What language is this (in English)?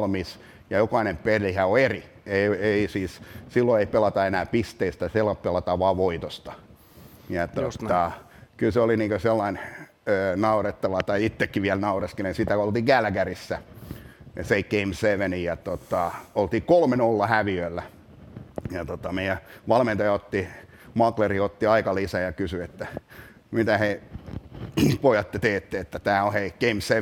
Finnish